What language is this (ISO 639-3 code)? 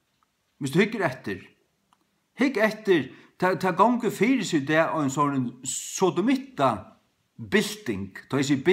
fao